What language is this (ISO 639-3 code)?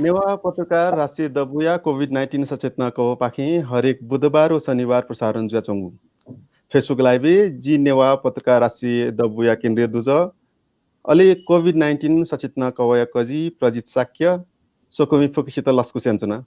new